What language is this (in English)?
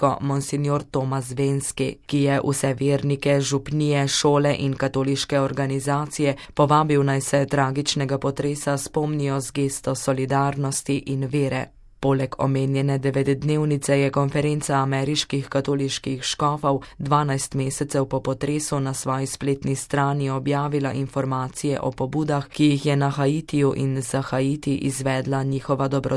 Slovenian